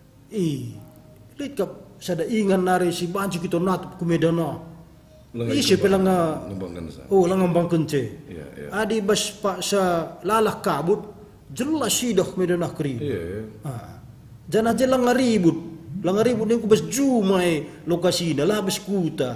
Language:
Batak Karo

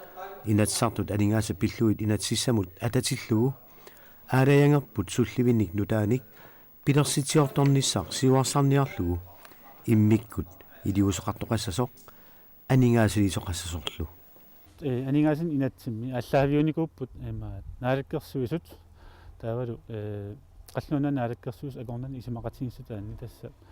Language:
Kalaallisut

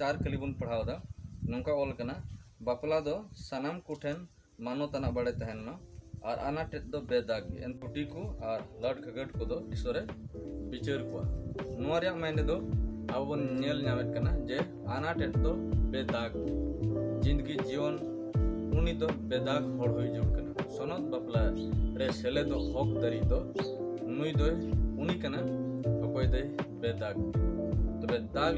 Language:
Santali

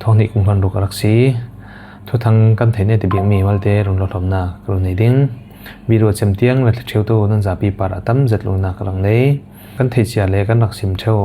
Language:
Falam Chin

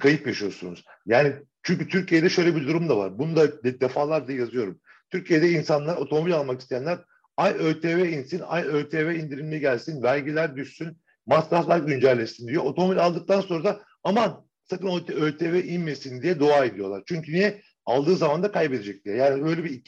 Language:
Turkish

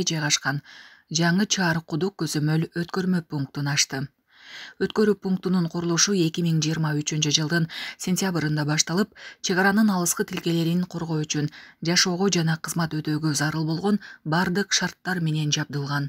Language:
Kyrgyz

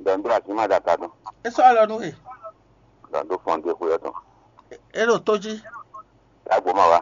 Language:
Fon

